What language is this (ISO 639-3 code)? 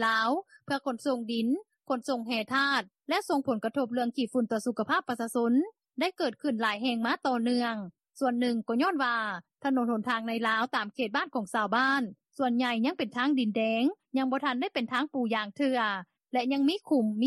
lao